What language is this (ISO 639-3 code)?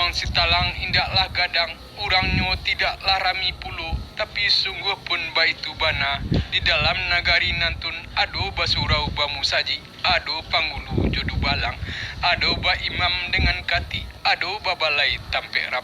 min